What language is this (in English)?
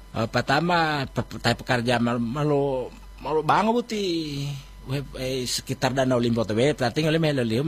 Gorontalo